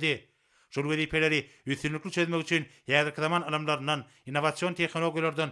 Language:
Turkmen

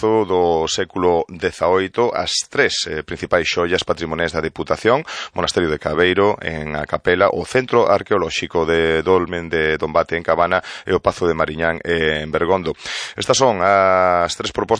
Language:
Galician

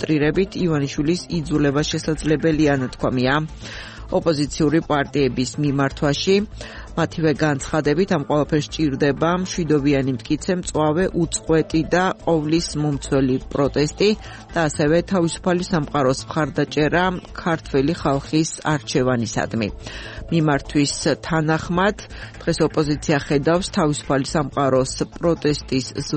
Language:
Georgian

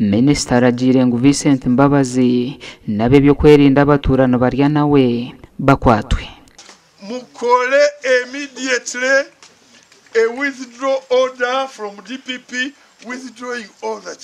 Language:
Nyankole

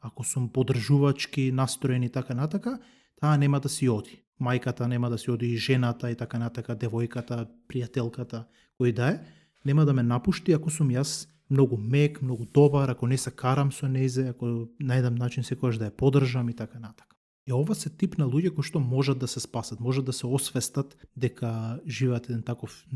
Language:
Macedonian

